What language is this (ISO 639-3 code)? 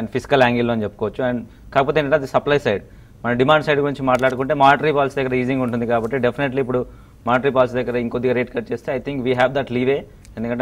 tel